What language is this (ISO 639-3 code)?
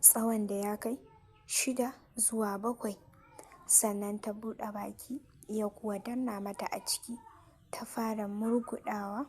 hau